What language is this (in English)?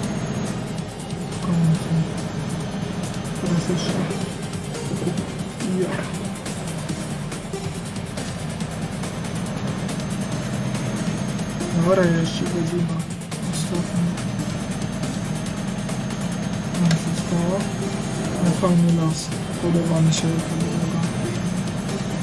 Polish